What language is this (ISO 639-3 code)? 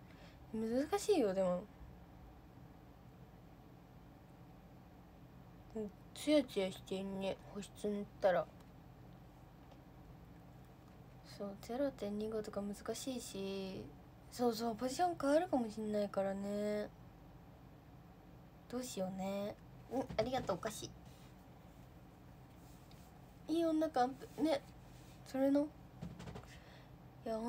jpn